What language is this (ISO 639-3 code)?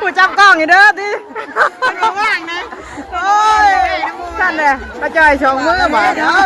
tts